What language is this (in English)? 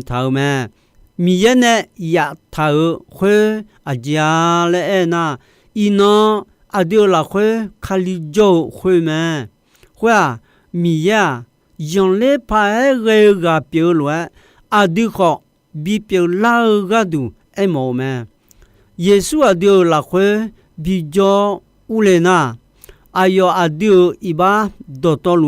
Akha